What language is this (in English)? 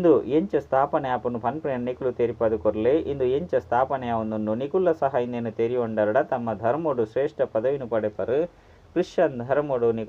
Tulu